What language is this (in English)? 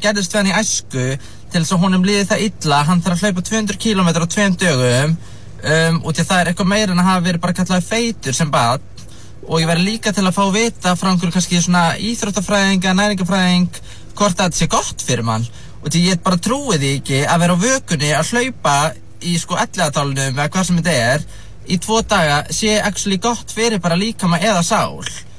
Icelandic